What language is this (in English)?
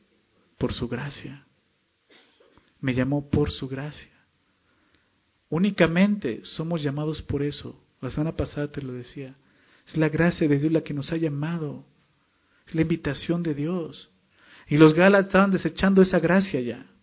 Spanish